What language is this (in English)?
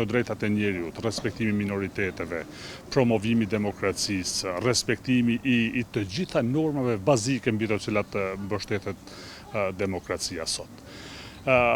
Albanian